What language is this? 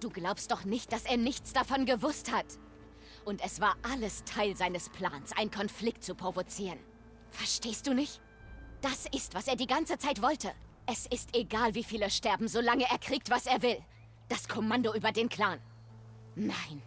Bavarian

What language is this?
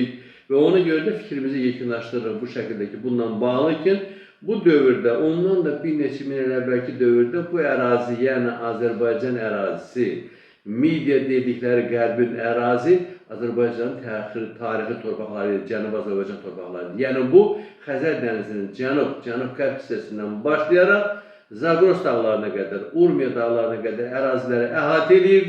Azerbaijani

